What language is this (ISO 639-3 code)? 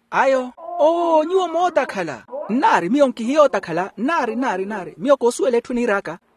vmw